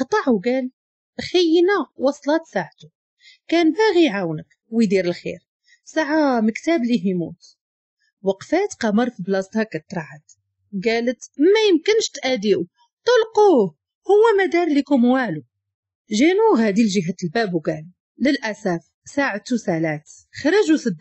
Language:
Moroccan Arabic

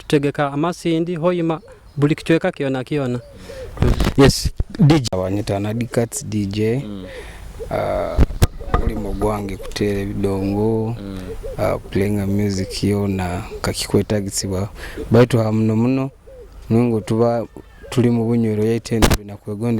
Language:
Nyoro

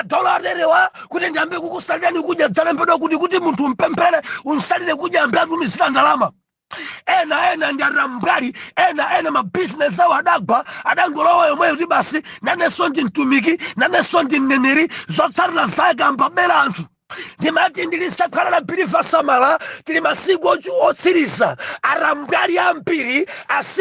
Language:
Nyanja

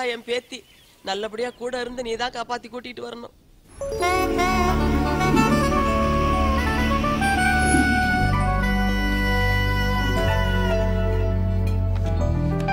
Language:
Tamil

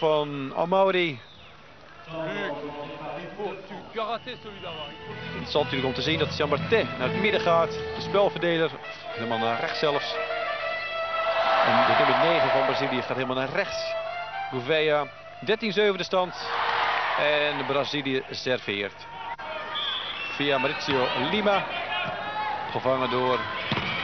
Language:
Dutch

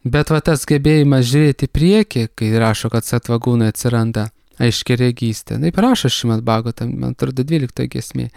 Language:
Lithuanian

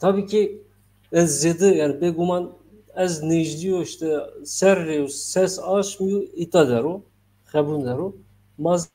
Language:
Zaza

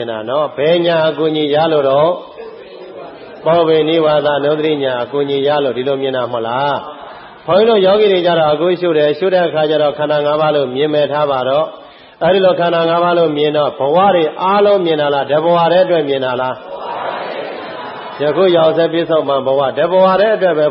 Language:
Burmese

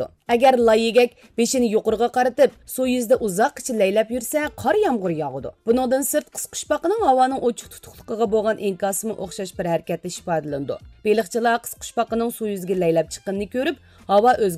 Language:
Uyghur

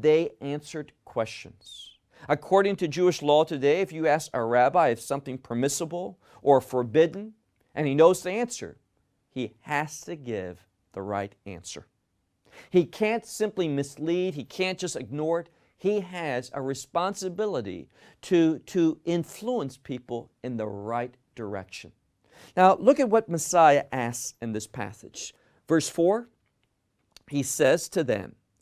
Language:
English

